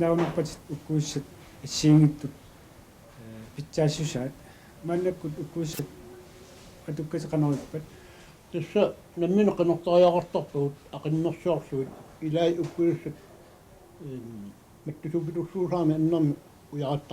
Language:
Kalaallisut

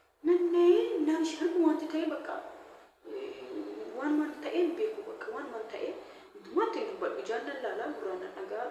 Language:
Oromo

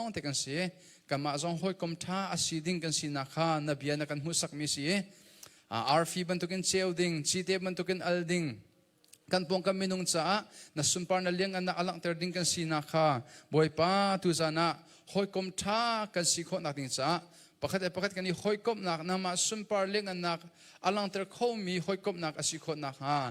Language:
Hakha Chin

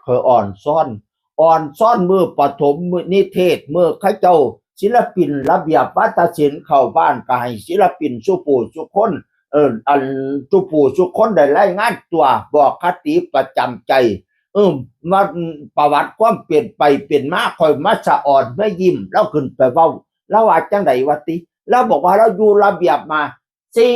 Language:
Northeastern Thai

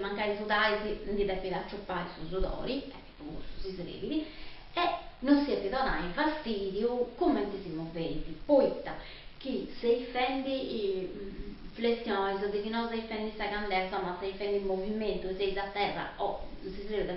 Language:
Sardinian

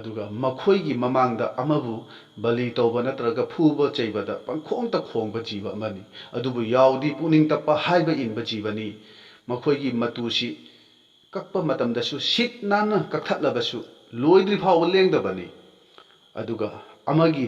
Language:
Manipuri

